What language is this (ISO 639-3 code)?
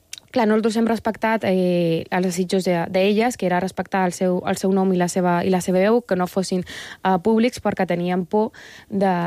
cat